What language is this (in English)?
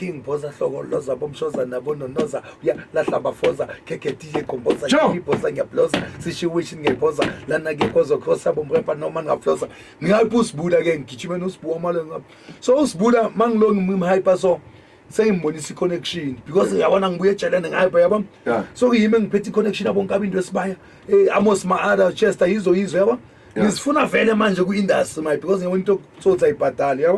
Zulu